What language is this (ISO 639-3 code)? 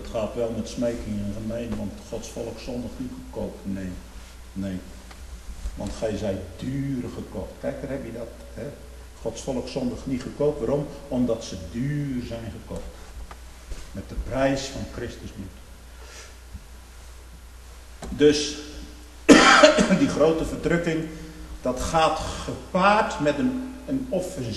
nld